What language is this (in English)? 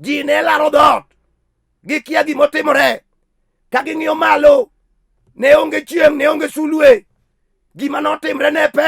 Luo (Kenya and Tanzania)